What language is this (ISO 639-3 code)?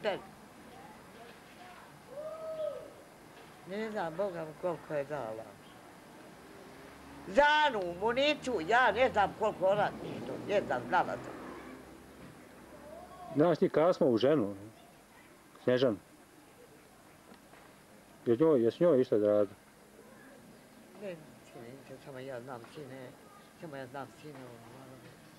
bos